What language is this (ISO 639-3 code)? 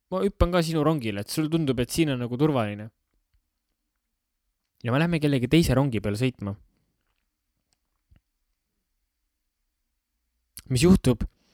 est